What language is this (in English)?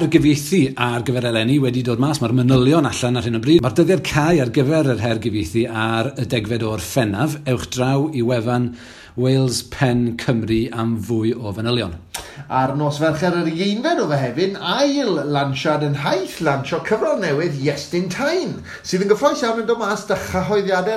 Welsh